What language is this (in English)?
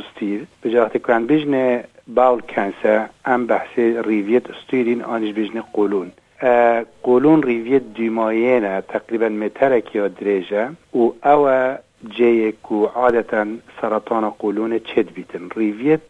Kurdish